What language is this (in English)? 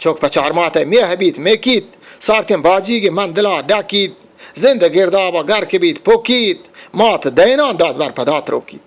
Eastern Balochi